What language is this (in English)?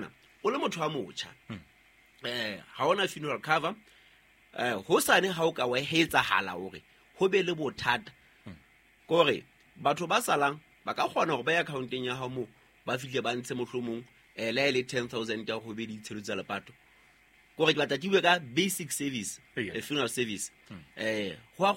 Southern Sotho